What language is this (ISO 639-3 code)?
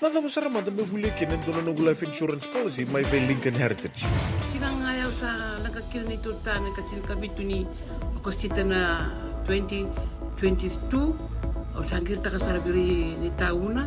fij